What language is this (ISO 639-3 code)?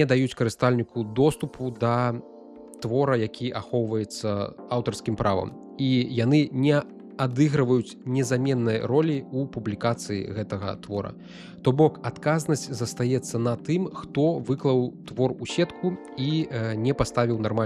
bel